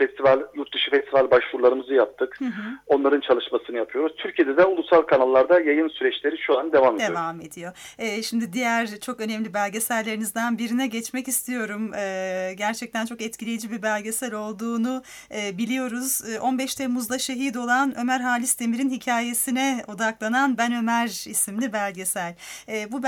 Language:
Turkish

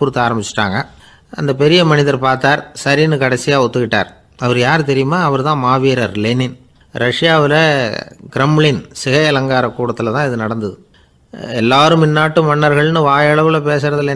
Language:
Tamil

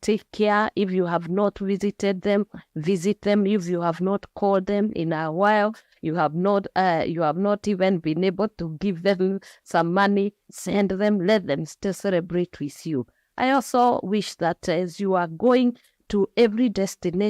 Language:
Kamba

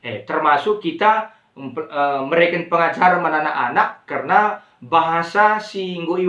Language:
Batak Karo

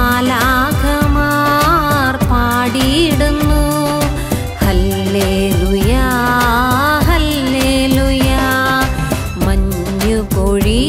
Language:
Malayalam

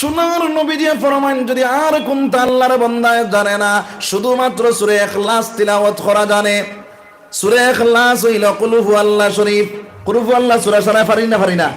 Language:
Sylheti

